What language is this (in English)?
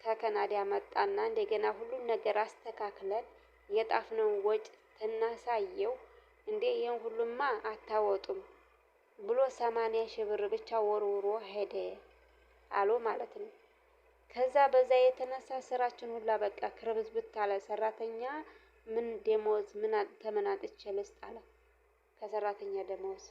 Amharic